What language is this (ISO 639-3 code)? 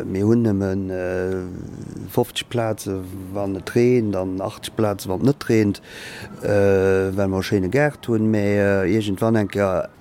ltz